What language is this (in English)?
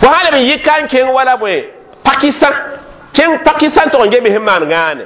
Mossi